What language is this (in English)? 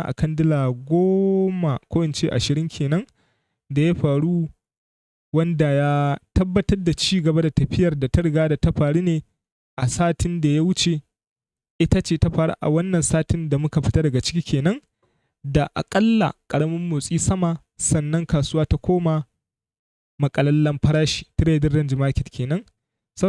Hausa